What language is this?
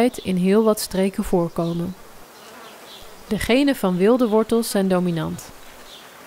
Dutch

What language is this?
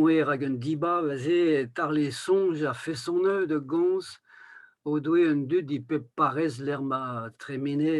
Breton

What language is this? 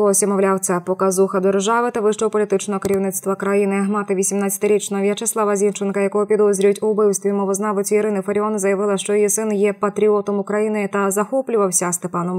Ukrainian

